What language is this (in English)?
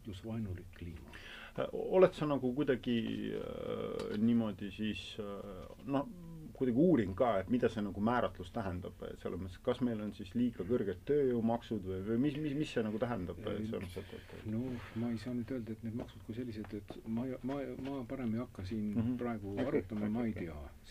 Estonian